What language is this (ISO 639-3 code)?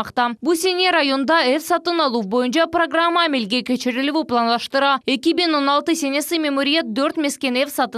crh